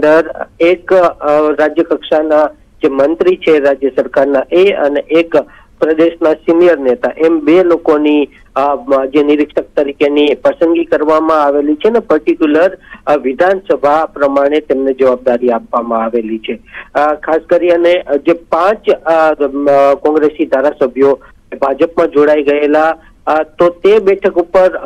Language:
Gujarati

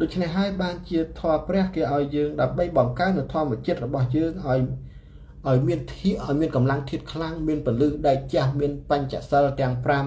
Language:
Khmer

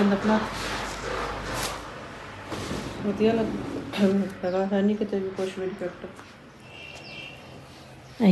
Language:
Punjabi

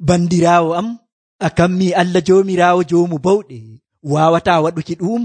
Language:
Nigerian Fulfulde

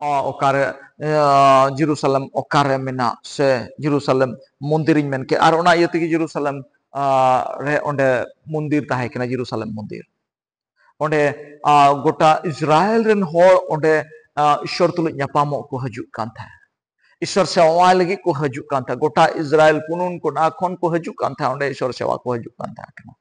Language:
Santali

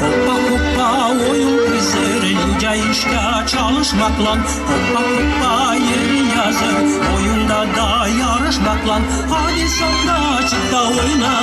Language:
Gagauz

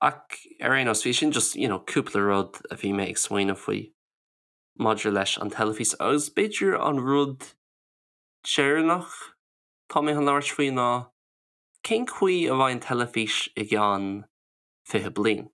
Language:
Irish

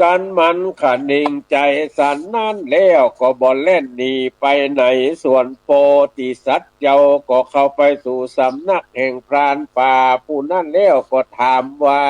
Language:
Northern Thai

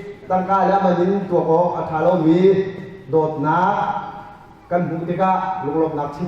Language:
Hakha Chin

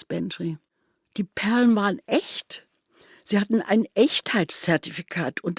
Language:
Swiss German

